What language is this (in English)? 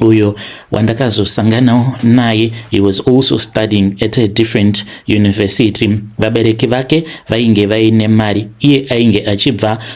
Shona